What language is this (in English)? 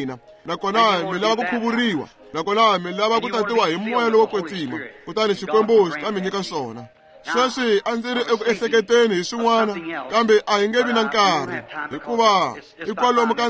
Tsonga